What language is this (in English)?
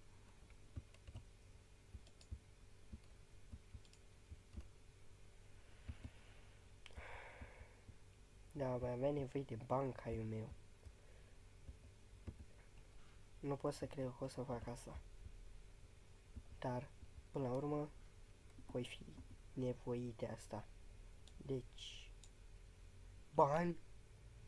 Romanian